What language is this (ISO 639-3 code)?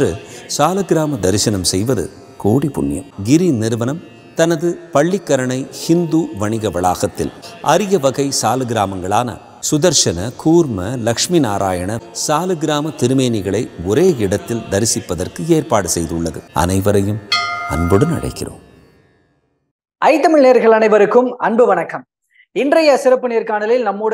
tam